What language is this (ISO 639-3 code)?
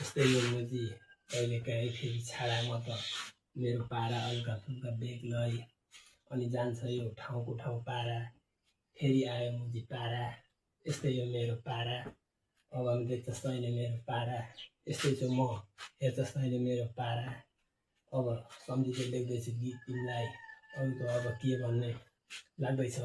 nep